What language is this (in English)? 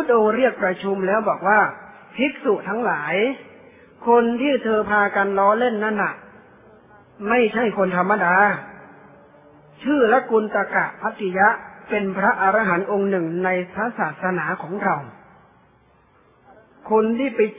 Thai